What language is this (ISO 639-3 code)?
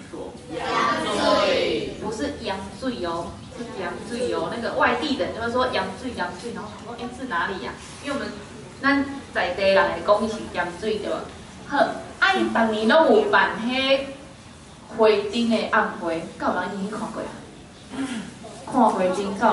nan